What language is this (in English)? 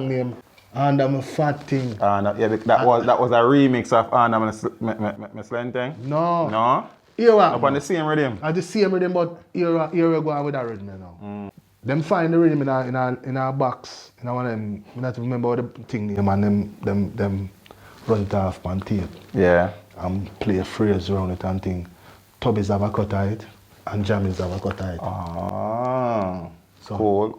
Jamaican Creole English